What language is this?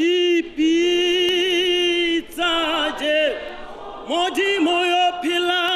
Tswana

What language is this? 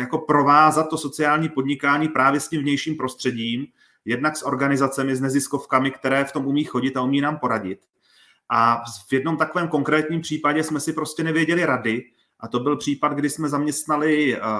Czech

